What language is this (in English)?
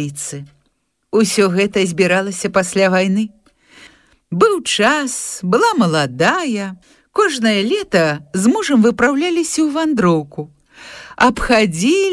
Belarusian